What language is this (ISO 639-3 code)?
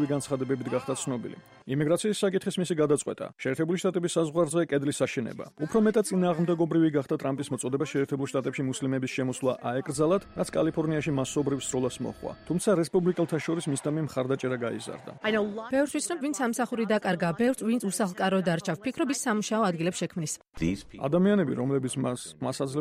kat